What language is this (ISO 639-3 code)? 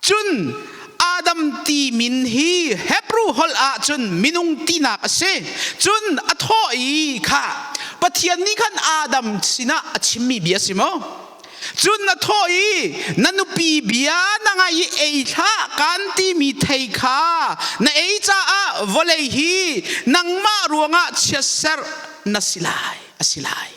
cnh